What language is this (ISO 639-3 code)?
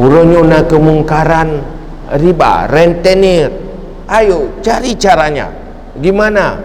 ace